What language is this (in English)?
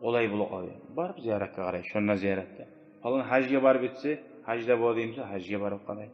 Kumyk